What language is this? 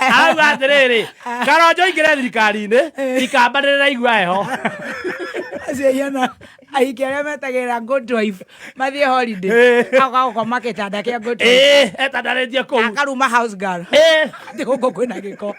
Kikuyu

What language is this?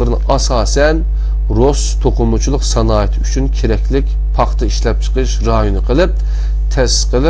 Uyghur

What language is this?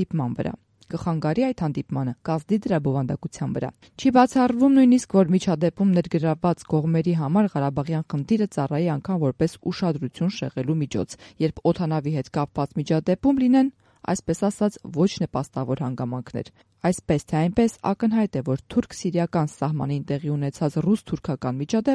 Armenian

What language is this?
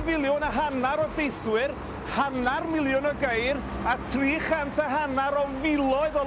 Welsh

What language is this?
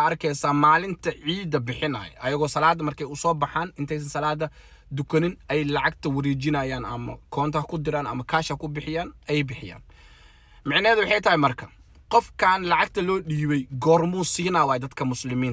Somali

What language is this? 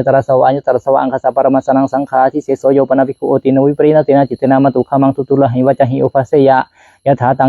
Pali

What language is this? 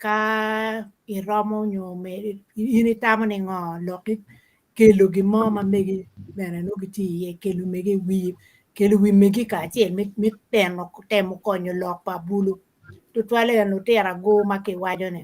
Acoli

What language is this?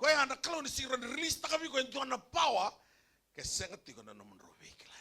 Fijian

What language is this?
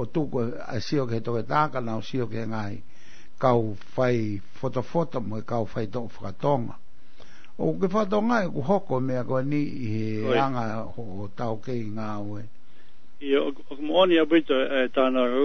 Tongan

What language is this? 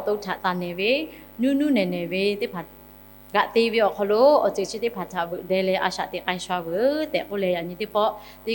Lahu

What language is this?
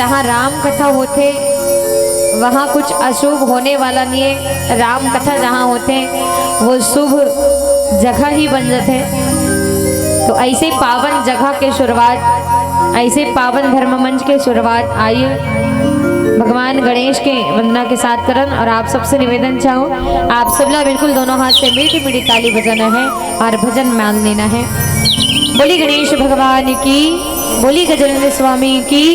Chhattisgarhi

